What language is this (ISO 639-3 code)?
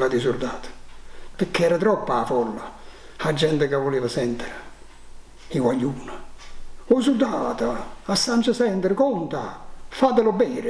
nap